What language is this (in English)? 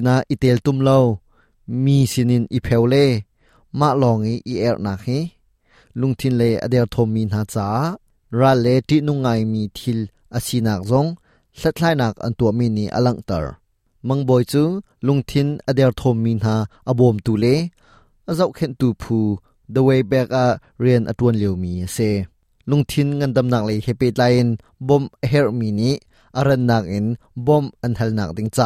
Hakha Chin